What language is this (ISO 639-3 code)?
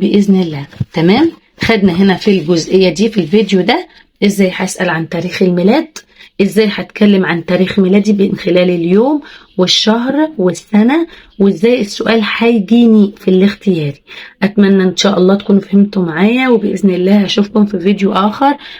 arz